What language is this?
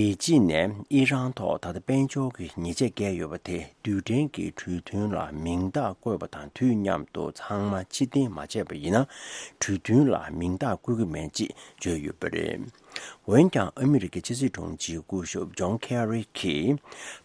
Tibetan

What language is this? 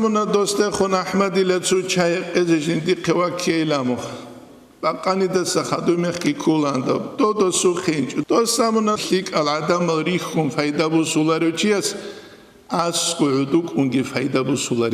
Avaric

